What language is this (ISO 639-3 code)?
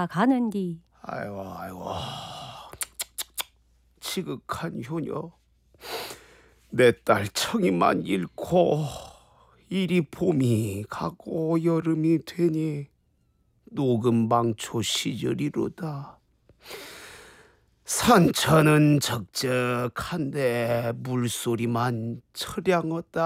kor